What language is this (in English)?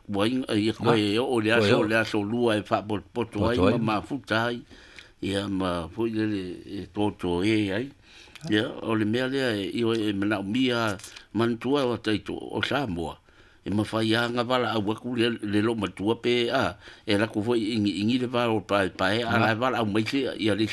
Samoan